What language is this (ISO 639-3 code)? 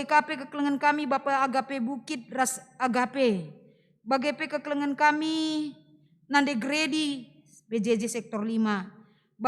btx